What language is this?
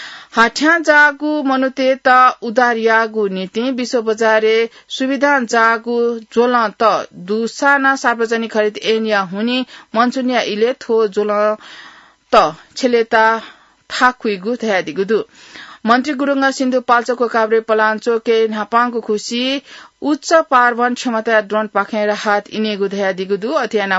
Newari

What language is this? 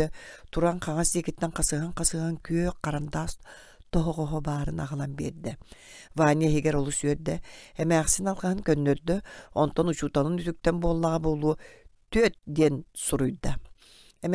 Yakut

